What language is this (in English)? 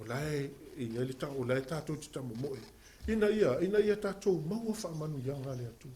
Samoan